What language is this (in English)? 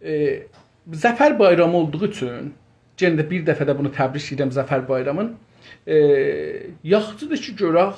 South Azerbaijani